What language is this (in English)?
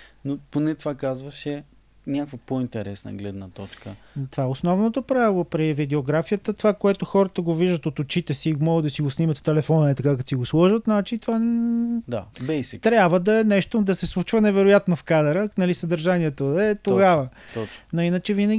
Bulgarian